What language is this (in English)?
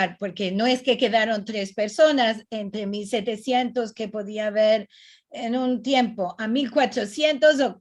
Ladino